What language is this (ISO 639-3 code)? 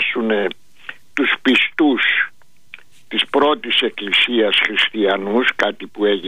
ell